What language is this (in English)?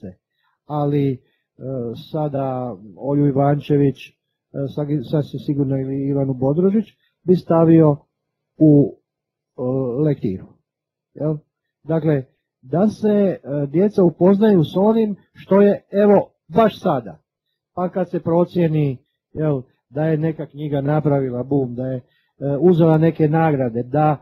Croatian